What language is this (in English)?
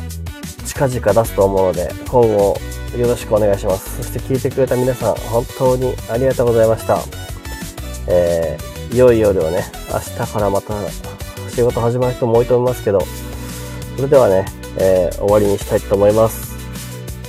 Japanese